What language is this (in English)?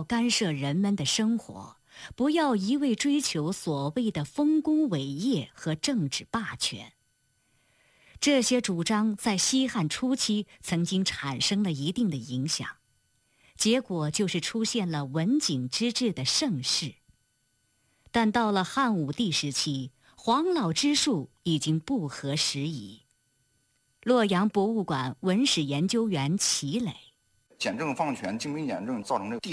Chinese